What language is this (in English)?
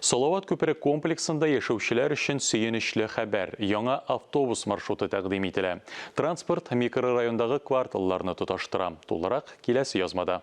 Tatar